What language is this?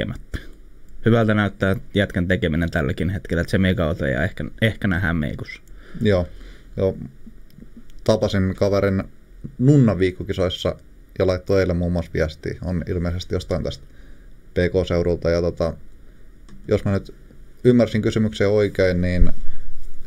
Finnish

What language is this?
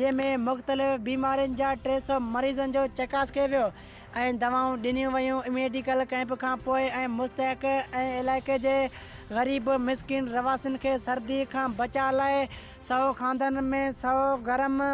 Sindhi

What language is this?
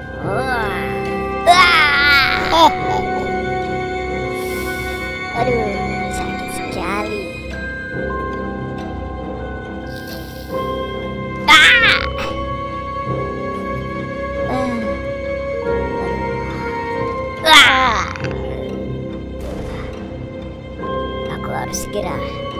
Indonesian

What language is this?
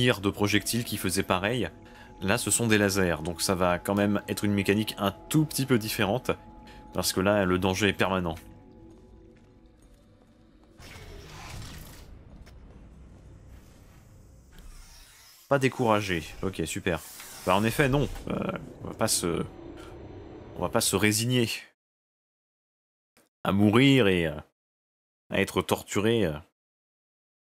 French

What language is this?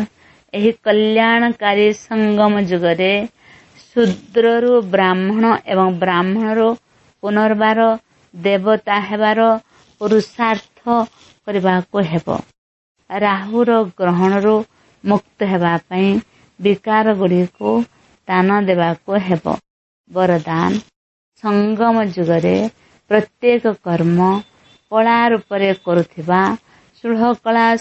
Odia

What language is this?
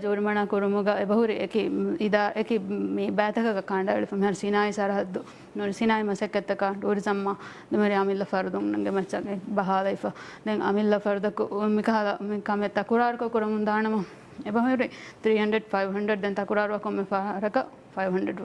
Divehi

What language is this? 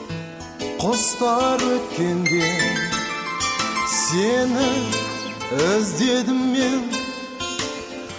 Kazakh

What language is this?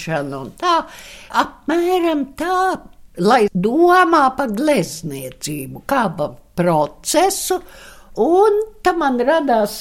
Latvian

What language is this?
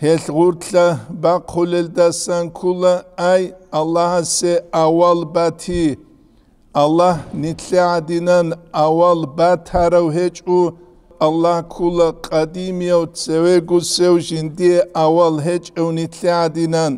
Avaric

